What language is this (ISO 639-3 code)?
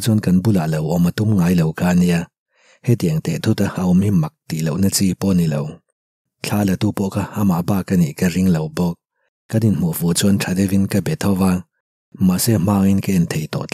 lus